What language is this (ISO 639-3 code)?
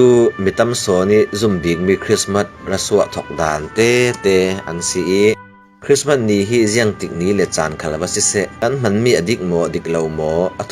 cfm